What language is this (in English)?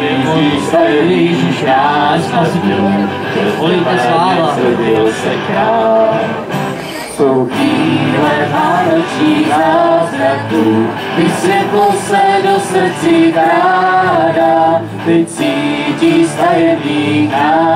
Czech